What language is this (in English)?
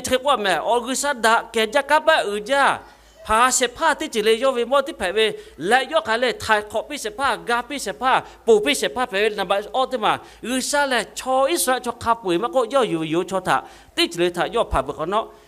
Lahu